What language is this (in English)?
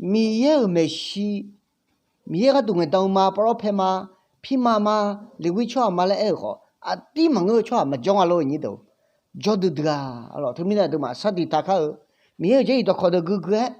Akha